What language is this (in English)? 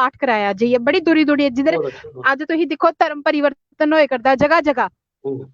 Dogri